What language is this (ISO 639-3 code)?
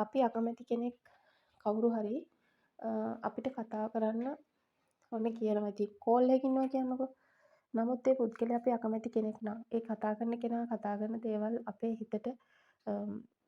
sin